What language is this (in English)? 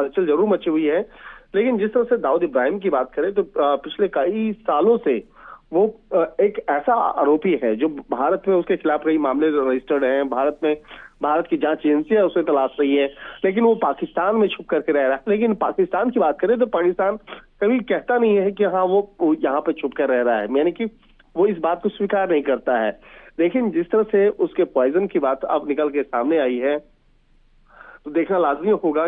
Hindi